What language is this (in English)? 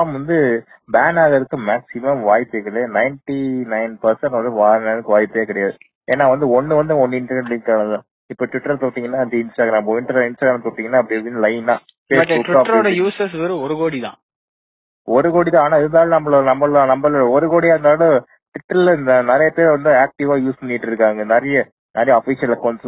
Tamil